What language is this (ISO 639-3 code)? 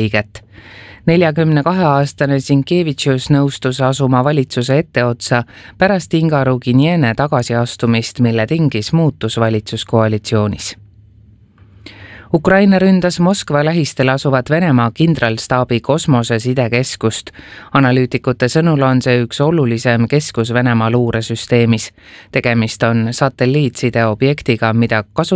est